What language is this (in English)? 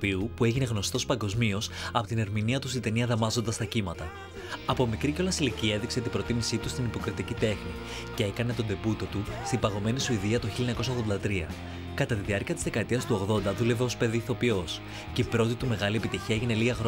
Greek